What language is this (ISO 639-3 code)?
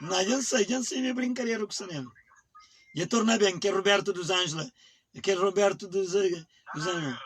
kea